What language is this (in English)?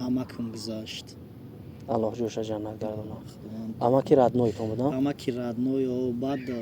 Tajik